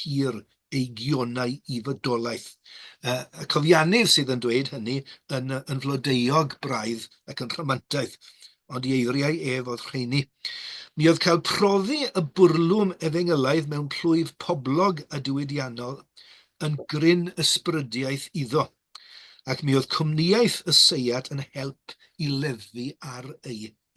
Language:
Welsh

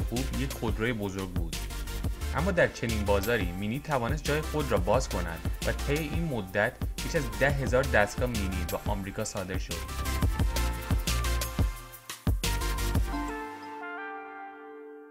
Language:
Persian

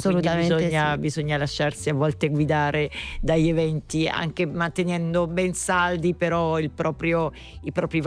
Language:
Italian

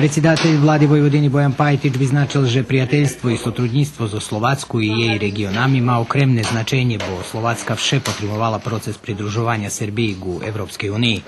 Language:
Rusyn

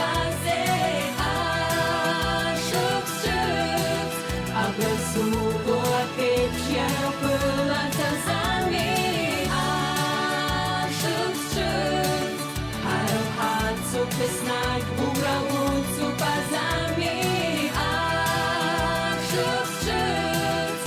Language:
Abkhazian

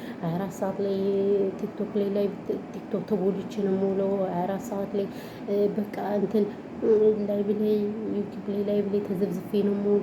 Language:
Amharic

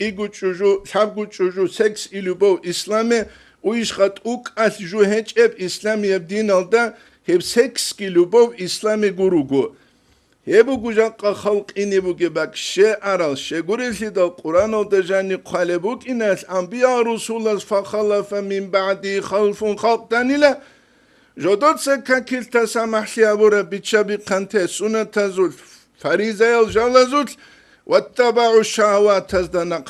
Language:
Avaric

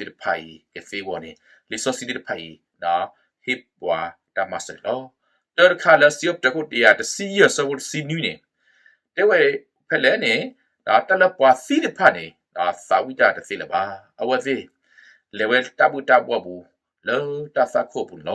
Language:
S'gaw Karen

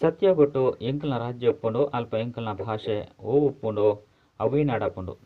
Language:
Tulu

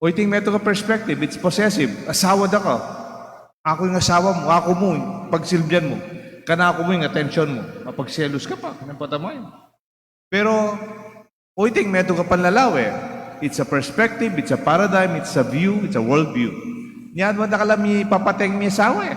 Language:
Pampanga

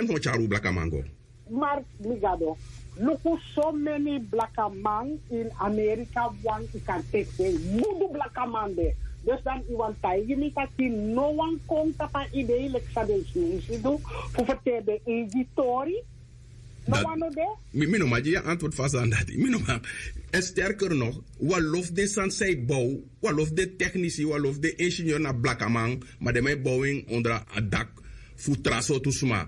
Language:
Sranan Tongo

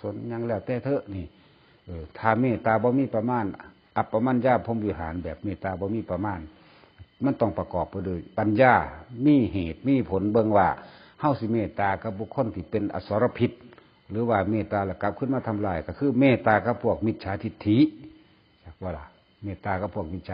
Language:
Northeastern Thai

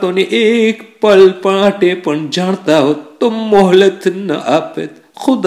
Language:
Gujarati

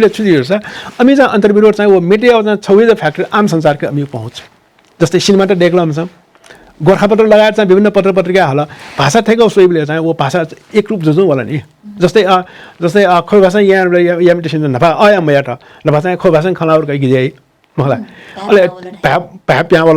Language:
Newari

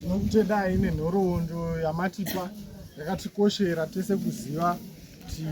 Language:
Shona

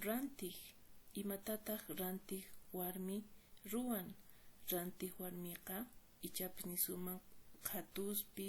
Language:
Quechua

